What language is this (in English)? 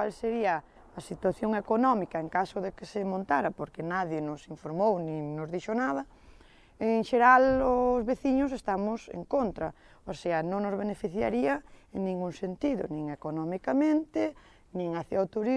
Galician